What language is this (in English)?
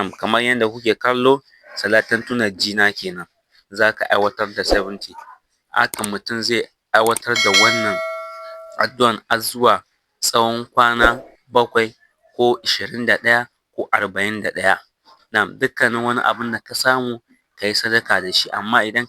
Hausa